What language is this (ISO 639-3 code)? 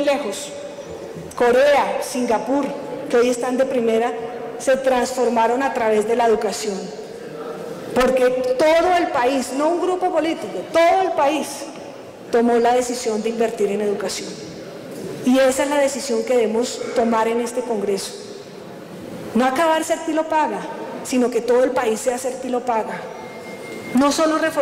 spa